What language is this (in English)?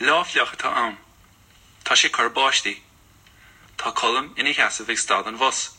Irish